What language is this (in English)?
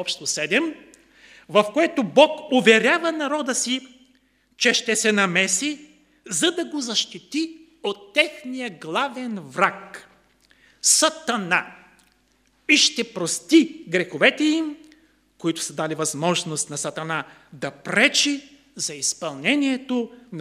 Bulgarian